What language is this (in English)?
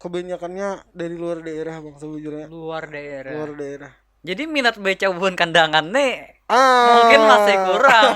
Banjar